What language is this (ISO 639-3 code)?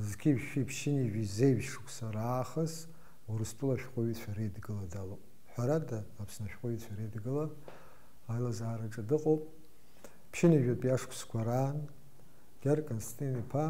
abk